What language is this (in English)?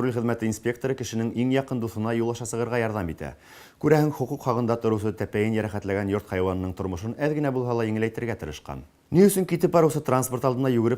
Bashkir